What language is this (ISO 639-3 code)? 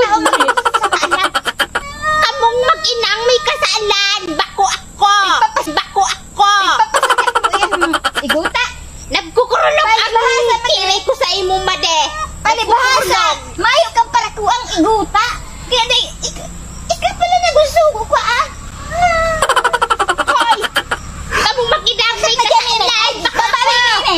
bik